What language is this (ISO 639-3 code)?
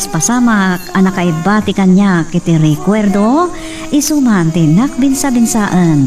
ilo